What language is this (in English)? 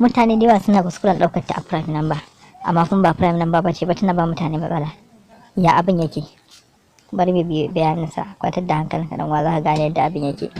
Hausa